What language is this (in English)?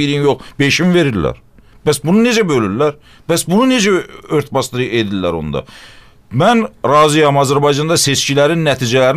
Azerbaijani